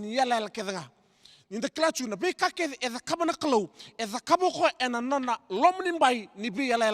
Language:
Fijian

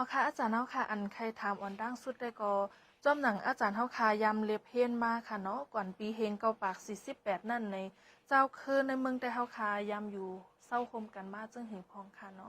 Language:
Shan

